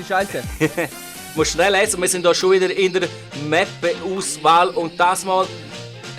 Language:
Swiss German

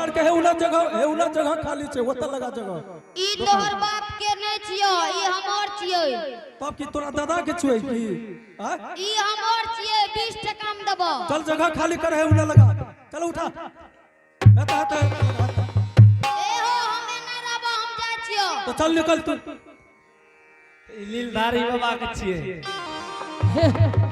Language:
Angika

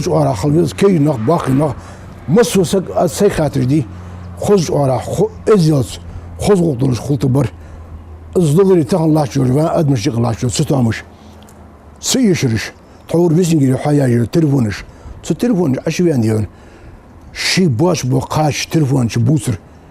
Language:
Ingush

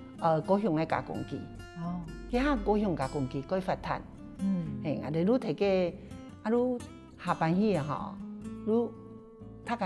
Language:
Hakka Chinese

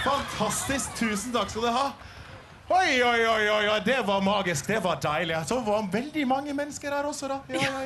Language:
Norwegian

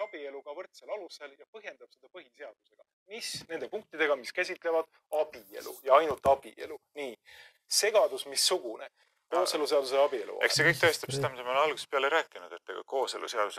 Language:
Estonian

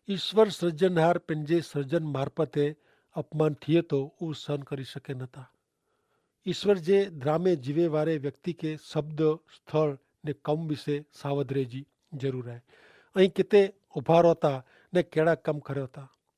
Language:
Kachhi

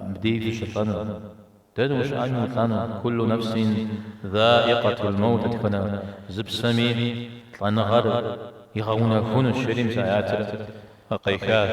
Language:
Kabardian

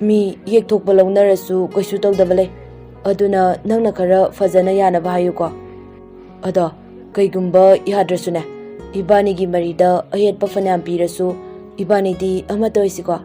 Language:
Manipuri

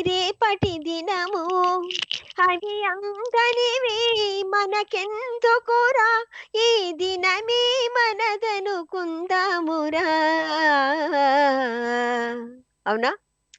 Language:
Telugu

